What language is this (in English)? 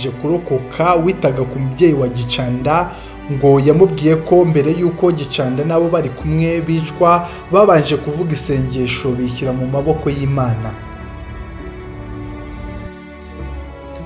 Kinyarwanda